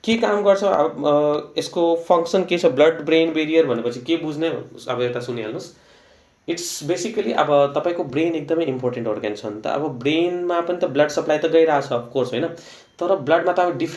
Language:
Nepali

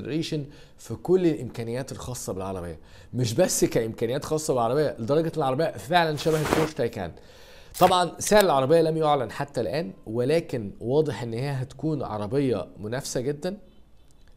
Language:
Egyptian Arabic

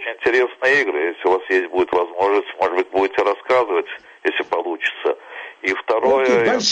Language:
Russian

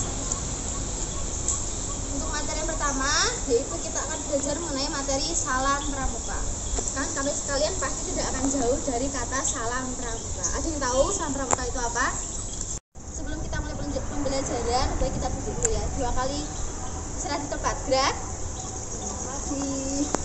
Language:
Indonesian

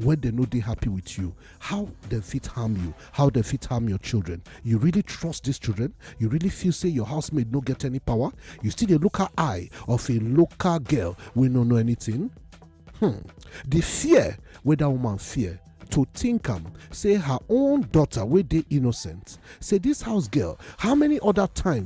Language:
Nigerian Pidgin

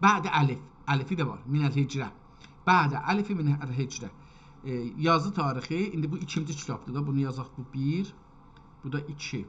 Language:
South Azerbaijani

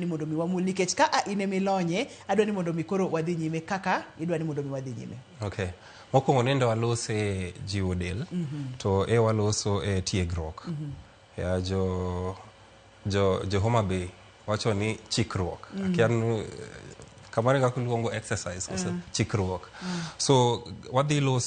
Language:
Luo (Kenya and Tanzania)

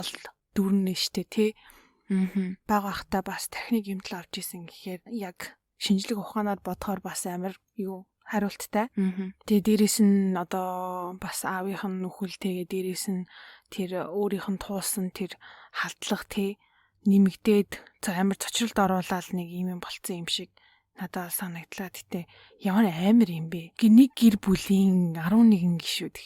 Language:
Mongolian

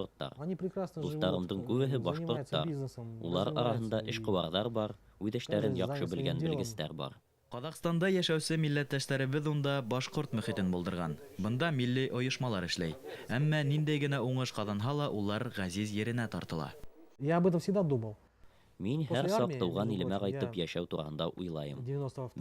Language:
Bashkir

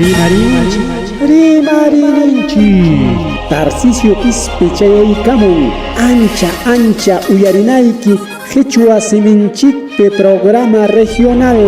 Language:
Ayacucho Quechua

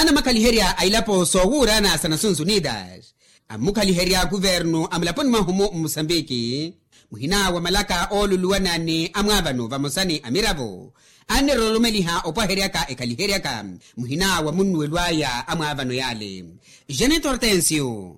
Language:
Makhuwa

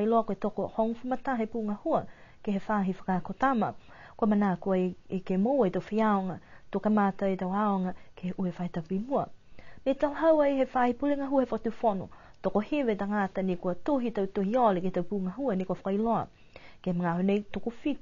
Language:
Niuean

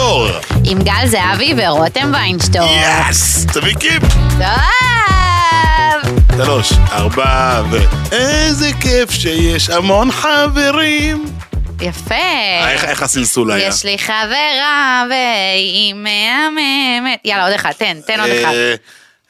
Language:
Hebrew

